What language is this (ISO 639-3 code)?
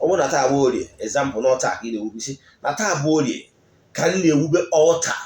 ibo